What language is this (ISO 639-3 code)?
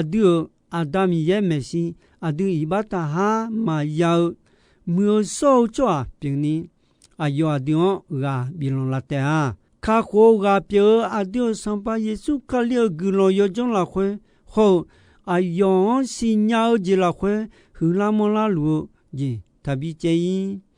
ahk